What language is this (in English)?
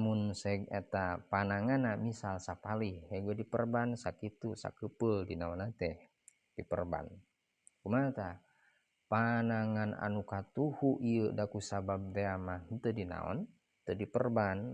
Sundanese